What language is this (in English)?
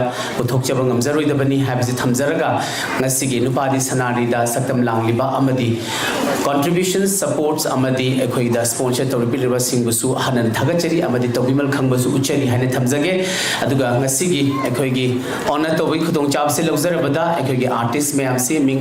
Manipuri